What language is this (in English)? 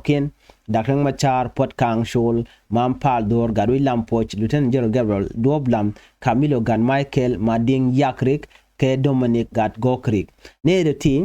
Nuer